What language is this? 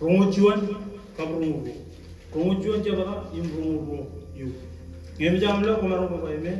Marshallese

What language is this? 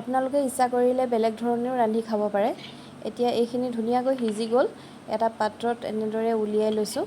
Assamese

